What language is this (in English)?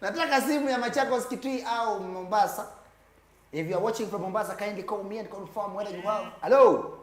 Kamba